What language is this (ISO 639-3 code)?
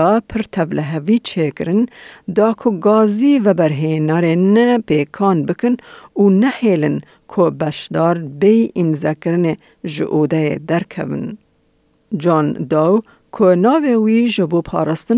kur